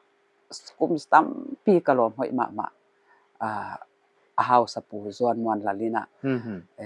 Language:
Paite Chin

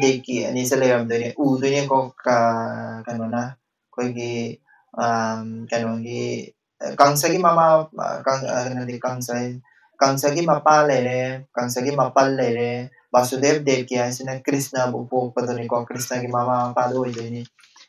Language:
Manipuri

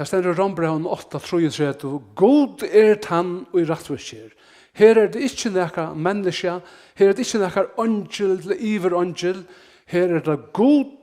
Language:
Faroese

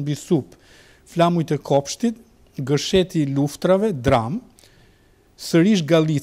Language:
Albanian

